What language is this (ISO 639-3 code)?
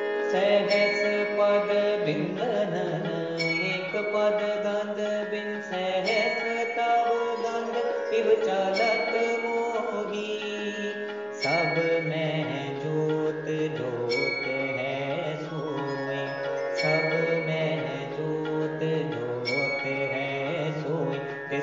hin